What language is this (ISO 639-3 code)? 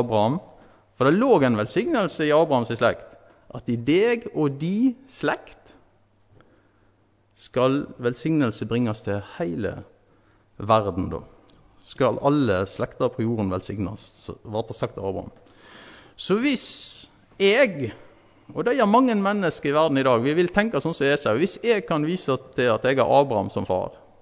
nor